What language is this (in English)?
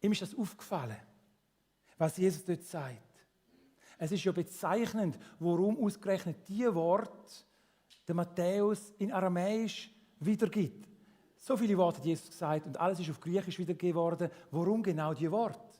Swiss German